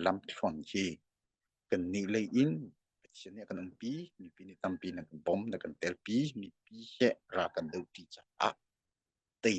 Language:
Hakha Chin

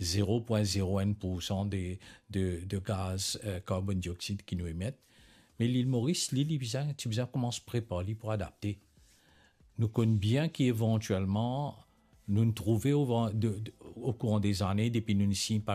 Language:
Morisyen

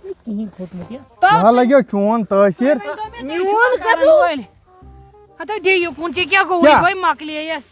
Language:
Kashmiri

